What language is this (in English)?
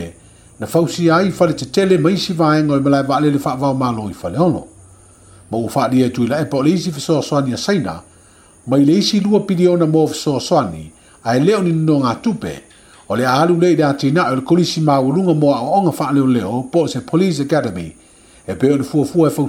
Samoan